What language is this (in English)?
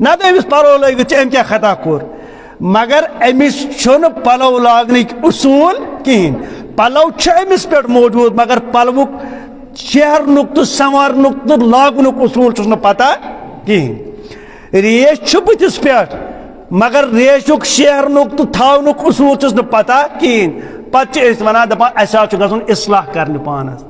Kashmiri